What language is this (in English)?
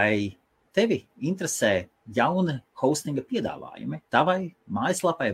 Latvian